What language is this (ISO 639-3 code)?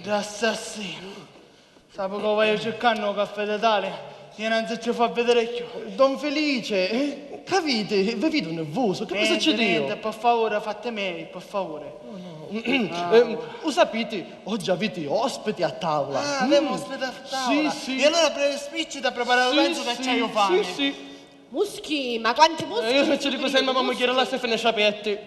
scn